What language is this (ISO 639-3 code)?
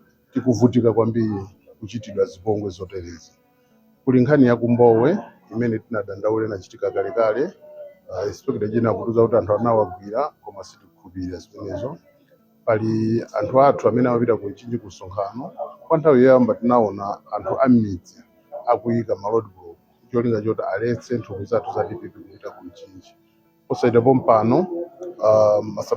nya